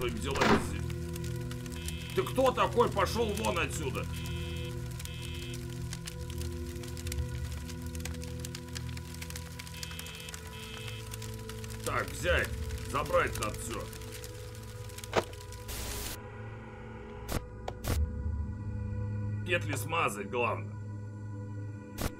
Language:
Russian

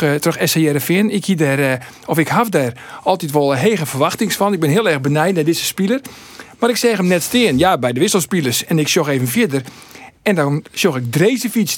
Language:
Western Frisian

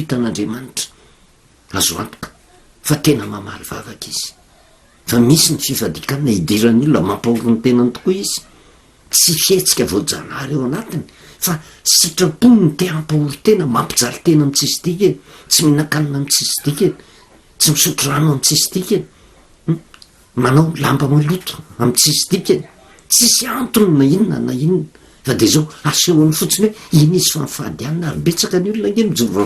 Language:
Malagasy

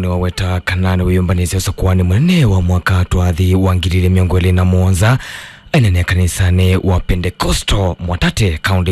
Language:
Kamba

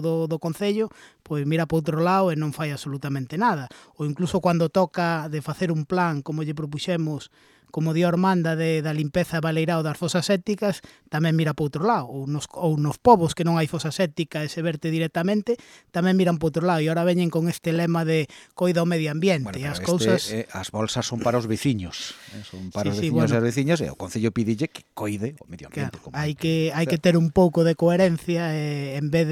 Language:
Galician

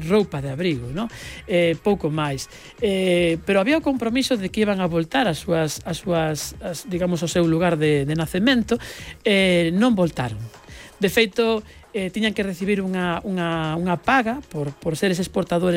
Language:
Galician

